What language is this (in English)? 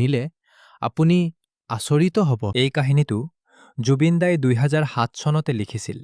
Assamese